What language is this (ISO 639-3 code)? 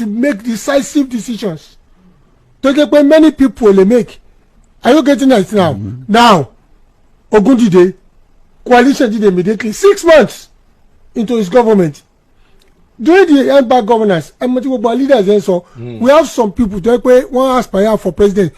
yor